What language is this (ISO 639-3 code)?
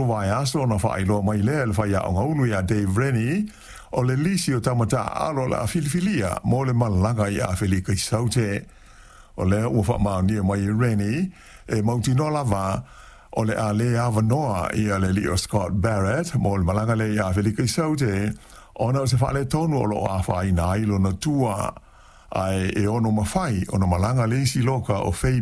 smo